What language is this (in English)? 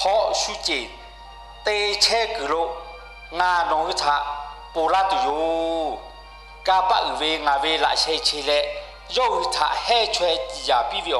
Lahu